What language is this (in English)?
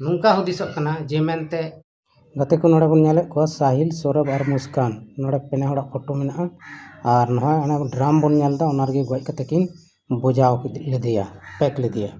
Santali